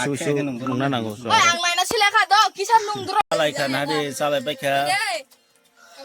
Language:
Kok Borok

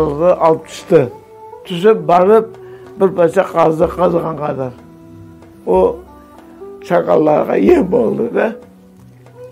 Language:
Crimean Tatar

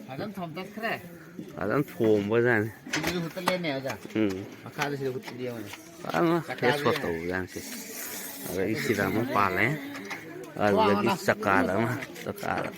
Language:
Manipuri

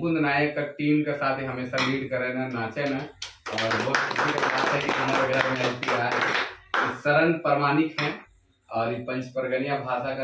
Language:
Sadri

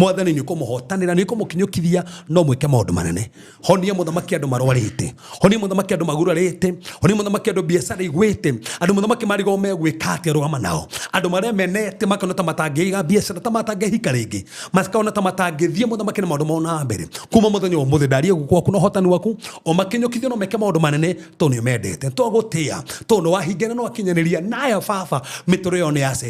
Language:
Kikuyu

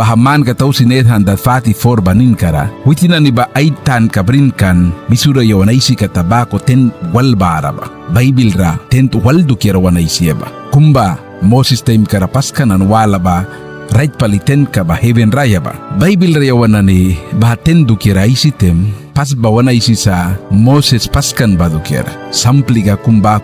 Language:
Mískito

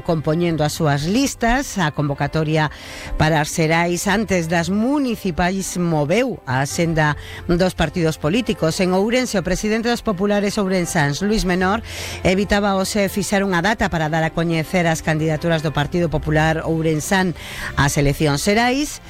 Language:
Galician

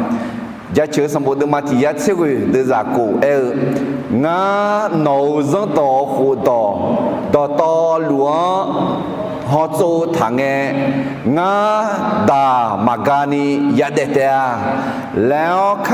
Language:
Akha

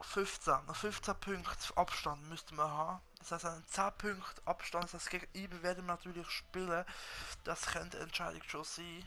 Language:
Swiss German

